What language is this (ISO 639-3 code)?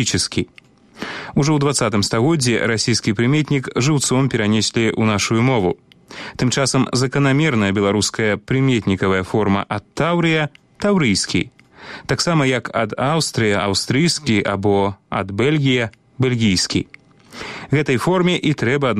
bel